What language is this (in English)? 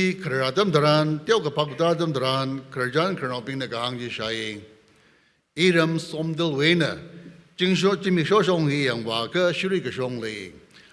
Tangkhul Naga (India)